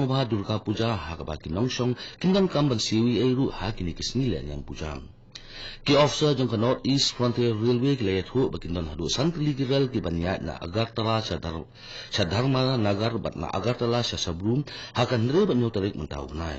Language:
Khasi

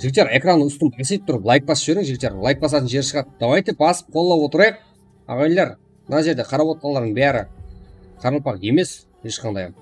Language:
Kara-Kalpak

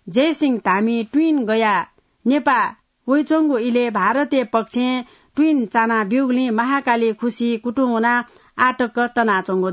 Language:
Newari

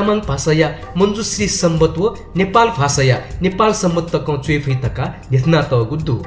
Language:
Newari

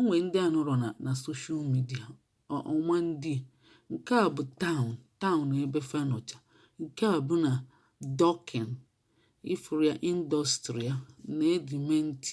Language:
Igbo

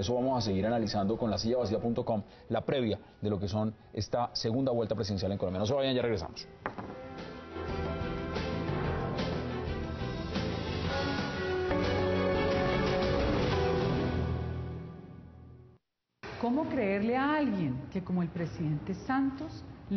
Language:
Spanish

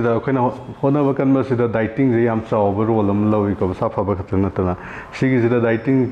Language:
Manipuri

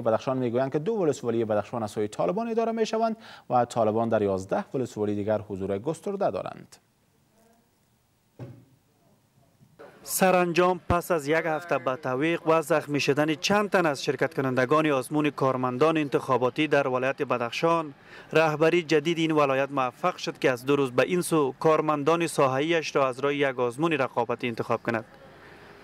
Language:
Persian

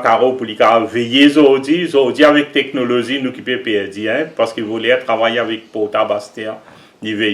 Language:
Morisyen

